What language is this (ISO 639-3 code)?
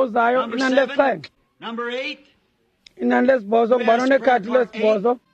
xho